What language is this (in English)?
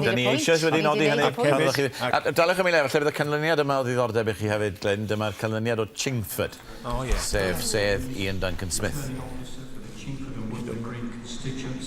Welsh